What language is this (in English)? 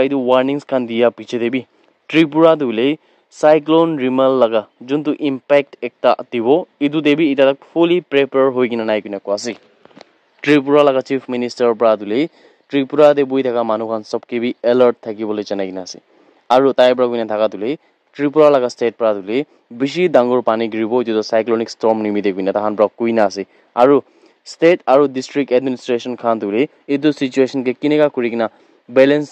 Naga Pidgin